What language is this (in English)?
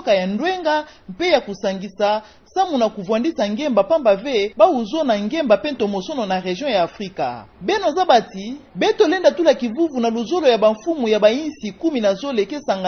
Kituba (Democratic Republic of Congo)